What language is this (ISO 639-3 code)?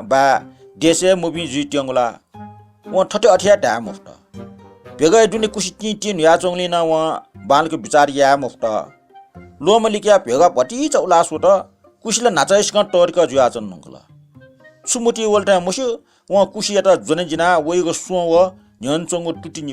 new